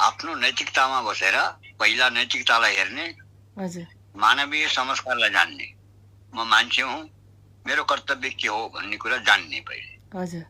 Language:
Nepali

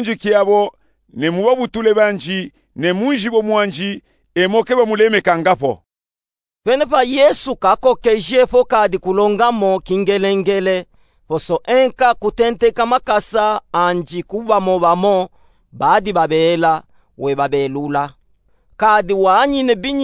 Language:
Luba-Katanga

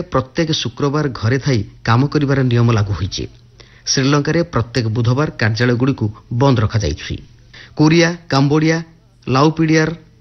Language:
Odia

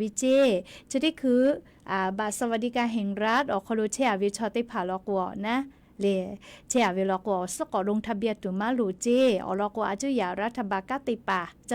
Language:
Lahu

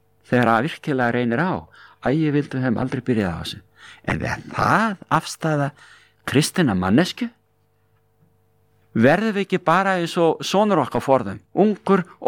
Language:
Icelandic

